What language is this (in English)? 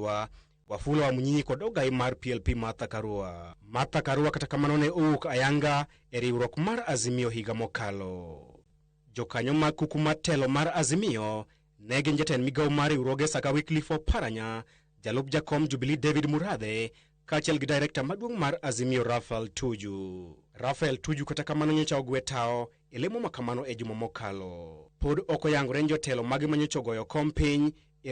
Luo (Kenya and Tanzania)